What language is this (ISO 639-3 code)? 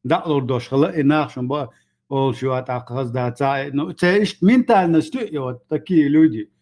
che